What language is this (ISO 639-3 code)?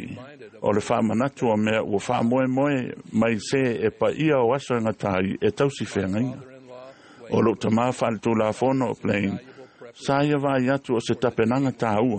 smo